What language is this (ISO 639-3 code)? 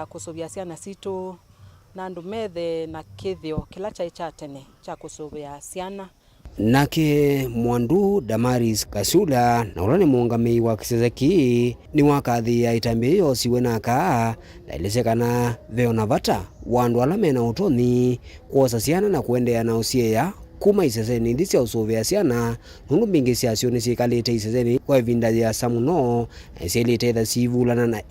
kam